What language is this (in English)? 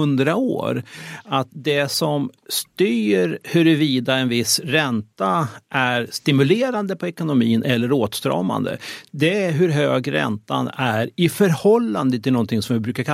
Swedish